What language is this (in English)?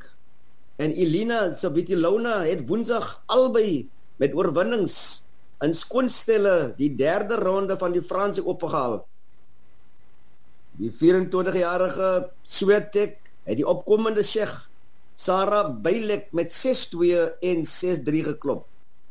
Afrikaans